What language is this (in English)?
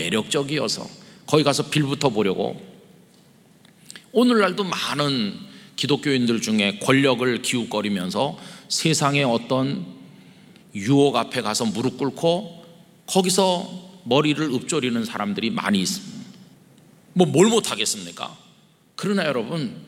Korean